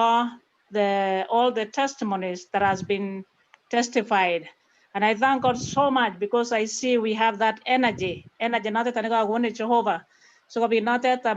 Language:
Kalenjin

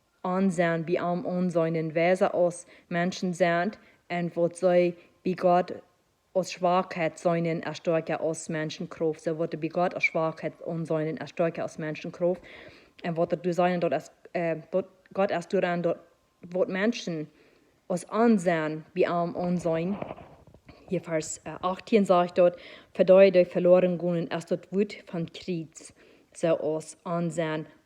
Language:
Plautdietsch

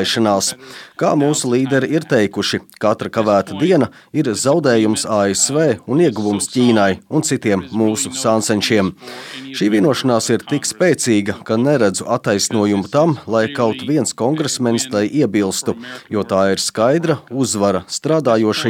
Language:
Latvian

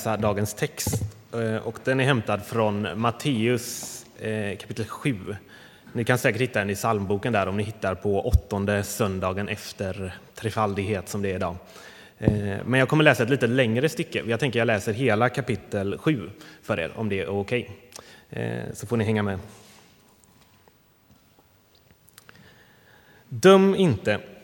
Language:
Swedish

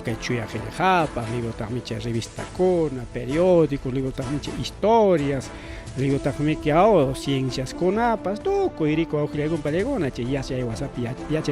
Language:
Ayacucho Quechua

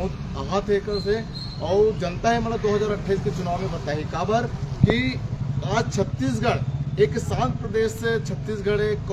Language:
Chhattisgarhi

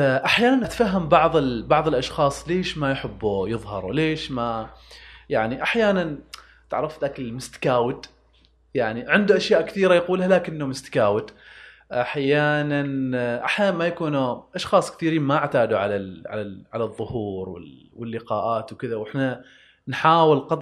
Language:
Gulf Arabic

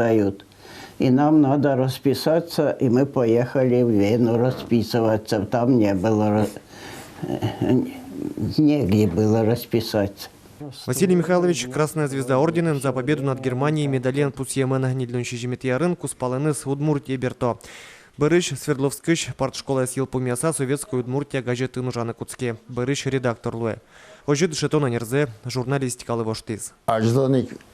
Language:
Udmurt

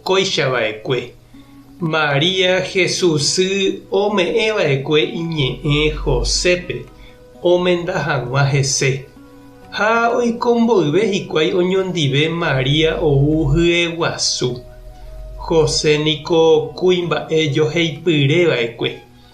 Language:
Guarani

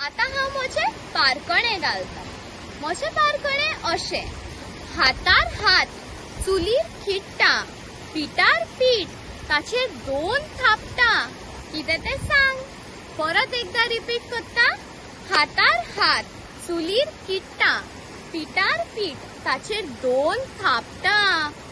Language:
Konkani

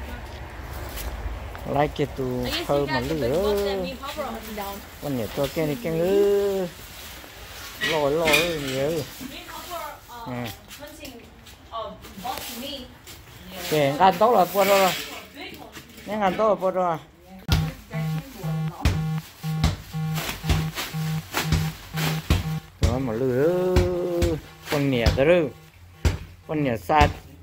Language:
Vietnamese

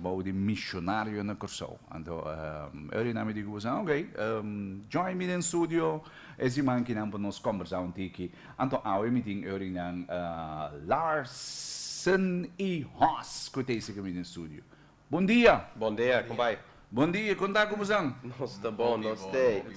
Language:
Papiamento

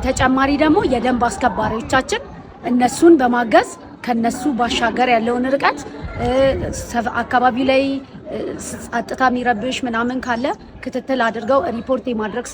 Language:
Amharic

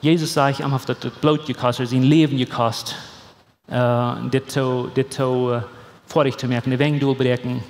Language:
Plautdietsch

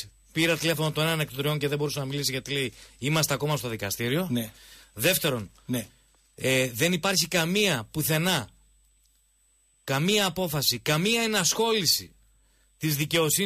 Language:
Greek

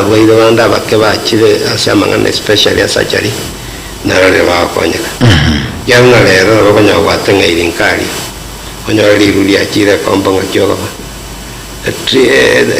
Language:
Gusii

